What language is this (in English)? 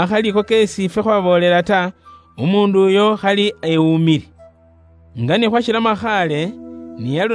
Luyia